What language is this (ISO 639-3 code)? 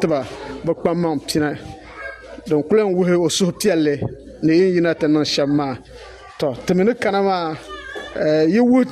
dag